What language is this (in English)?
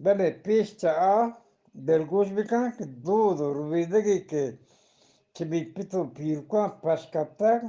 Eastern Balochi